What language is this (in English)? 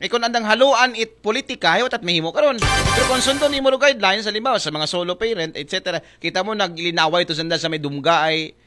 Aklanon